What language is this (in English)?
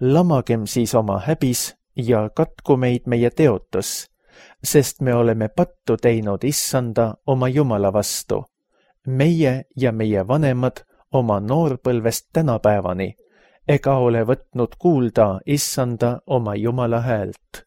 Estonian